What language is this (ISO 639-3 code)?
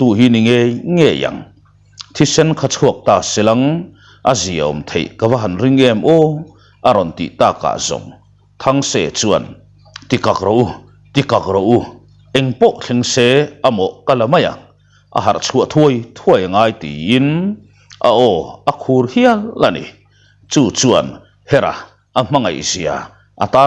lus